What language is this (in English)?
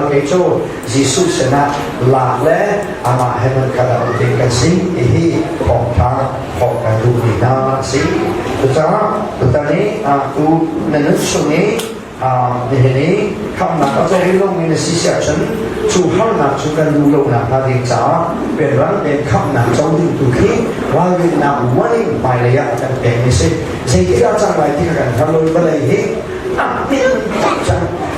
Hakha Chin